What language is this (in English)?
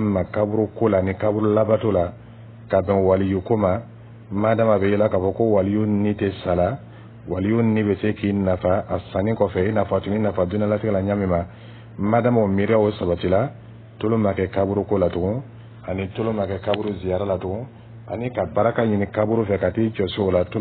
Dyula